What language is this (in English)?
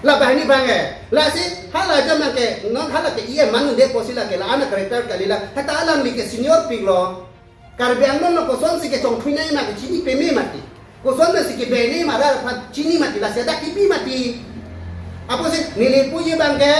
Karbi